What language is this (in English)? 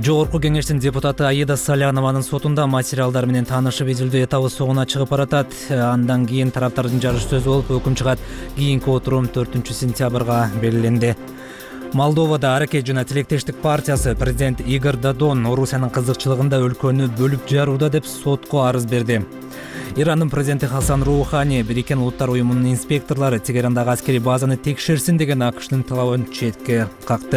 Kyrgyz